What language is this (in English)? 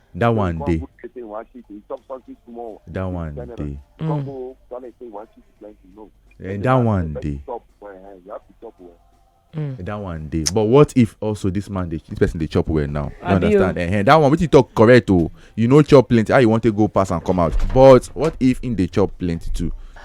Nigerian Pidgin